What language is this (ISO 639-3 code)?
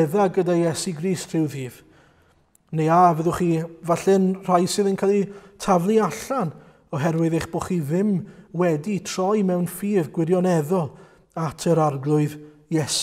cym